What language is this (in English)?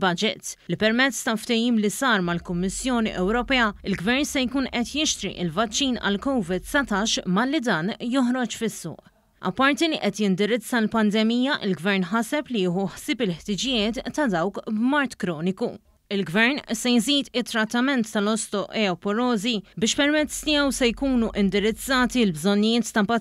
Maltese